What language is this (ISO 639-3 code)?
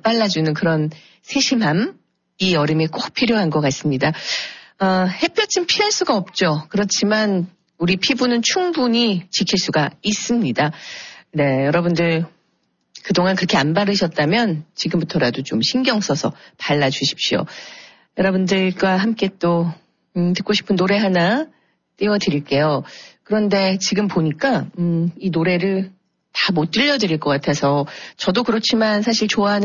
kor